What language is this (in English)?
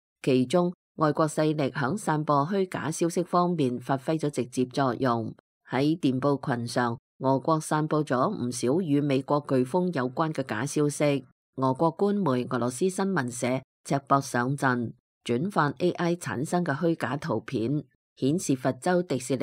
Cantonese